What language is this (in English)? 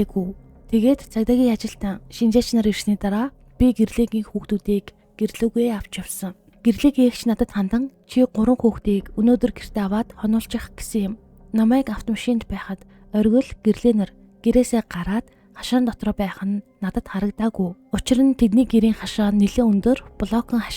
Mongolian